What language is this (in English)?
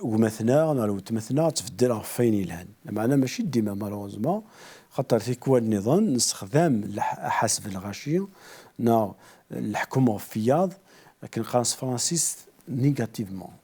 Kabyle